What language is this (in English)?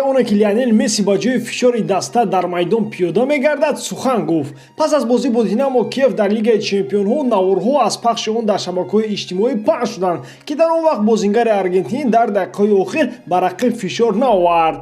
Tajik